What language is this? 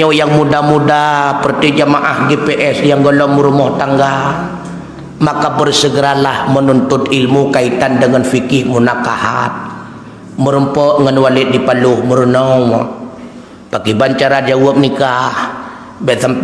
Achinese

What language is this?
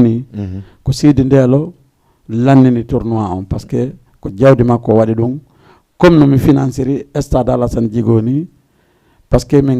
Fula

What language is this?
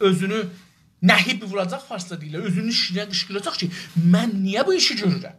South Azerbaijani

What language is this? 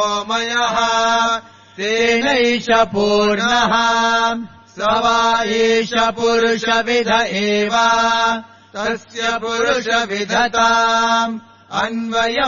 Sanskrit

